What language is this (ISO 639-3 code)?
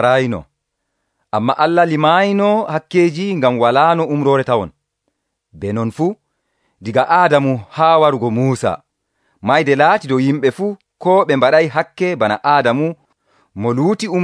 fuv